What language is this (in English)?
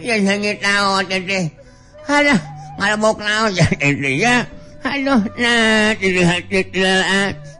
Sundanese